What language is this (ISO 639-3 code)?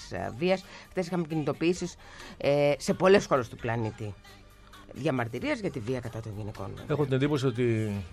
ell